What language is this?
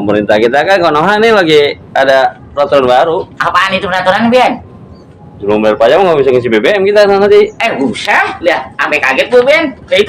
Betawi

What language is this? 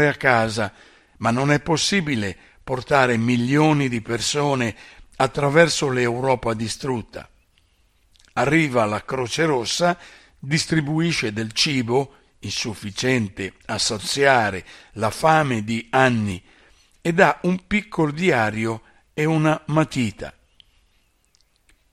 Italian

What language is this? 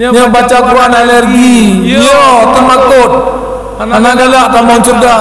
Achinese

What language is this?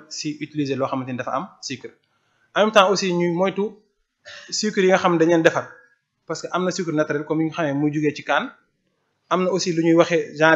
Wolof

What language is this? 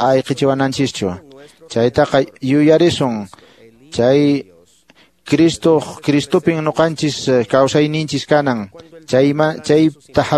Quechua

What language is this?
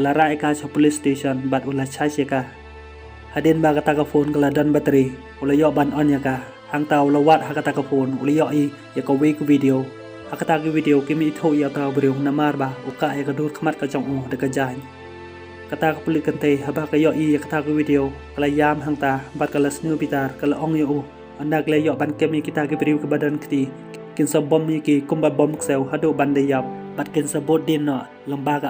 Khasi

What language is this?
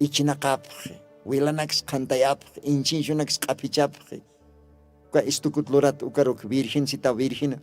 Aymara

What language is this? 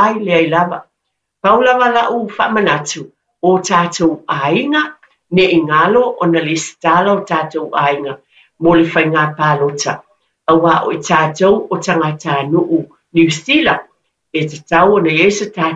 Samoan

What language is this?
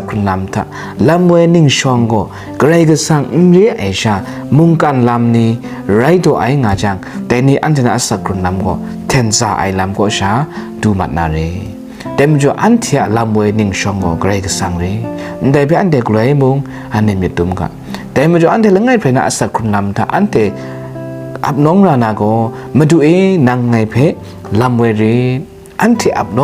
Kachin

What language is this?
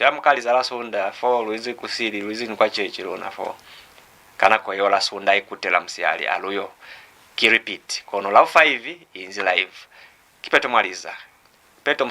Lozi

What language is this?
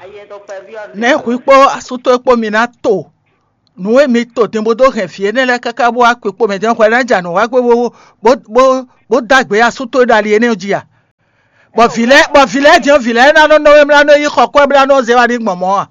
Fon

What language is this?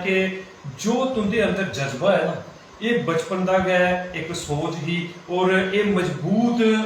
Dogri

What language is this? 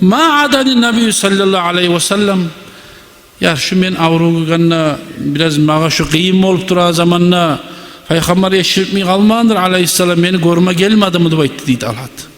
Kumyk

